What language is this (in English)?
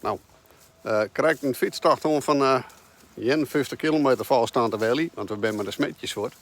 Western Frisian